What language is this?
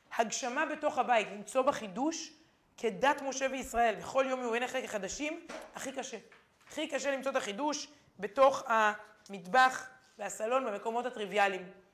Hebrew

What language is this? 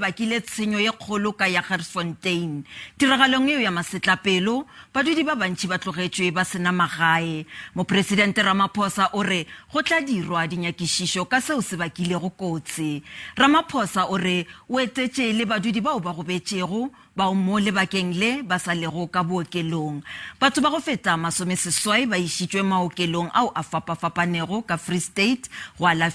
Northern Sotho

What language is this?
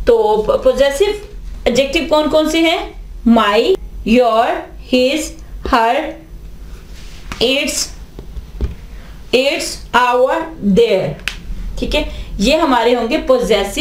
Hindi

